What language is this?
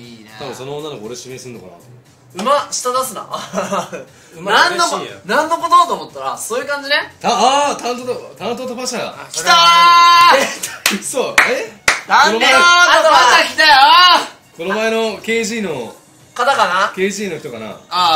Japanese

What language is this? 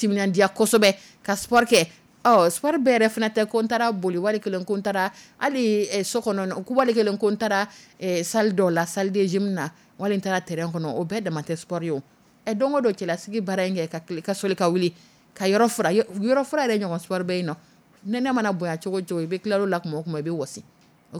Dyula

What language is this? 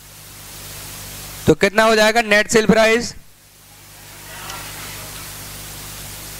Hindi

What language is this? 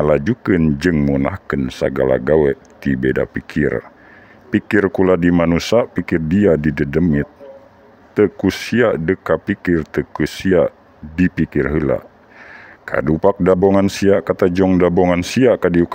Sundanese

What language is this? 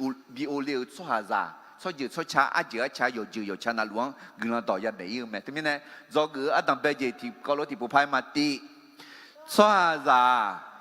Akha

